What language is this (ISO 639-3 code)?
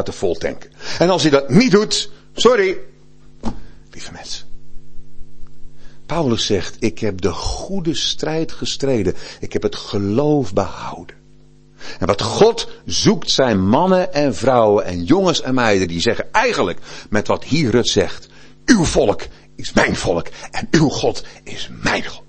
nld